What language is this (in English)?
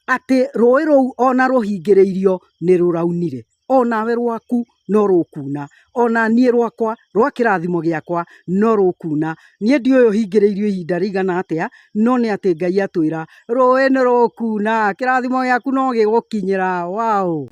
Kikuyu